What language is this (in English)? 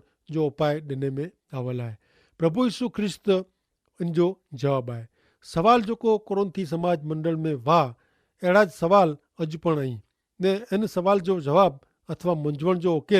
Kachhi